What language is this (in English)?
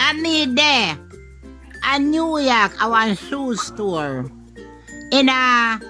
Jamaican Creole English